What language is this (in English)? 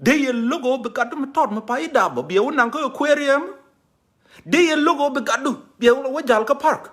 Nuer